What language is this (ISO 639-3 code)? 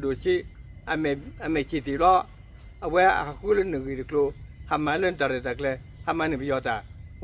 ksw